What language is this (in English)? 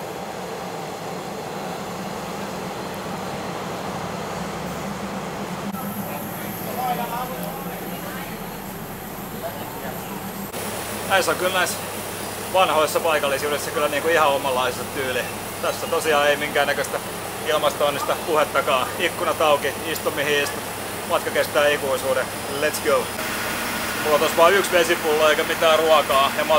Finnish